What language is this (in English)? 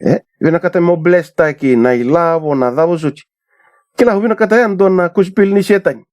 Fijian